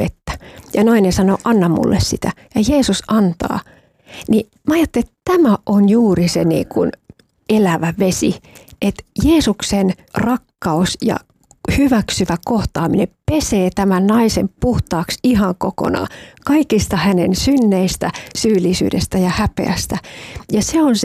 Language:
Finnish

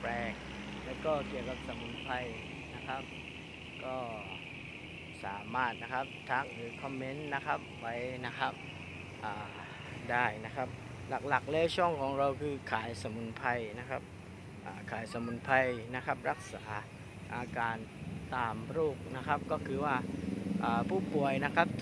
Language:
Thai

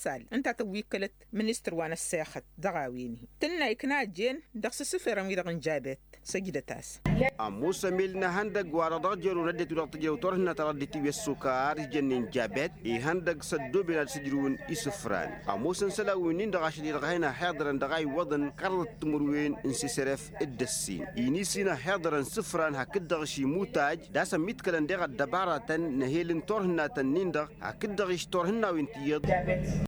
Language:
Tamasheq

